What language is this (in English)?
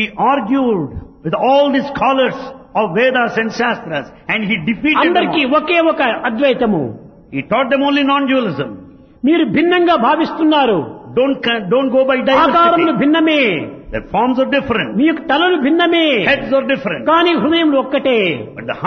Telugu